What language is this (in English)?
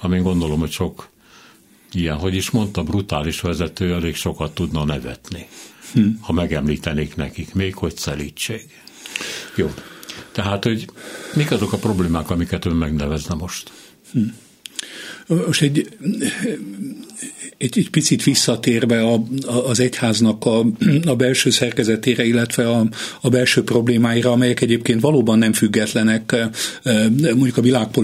Hungarian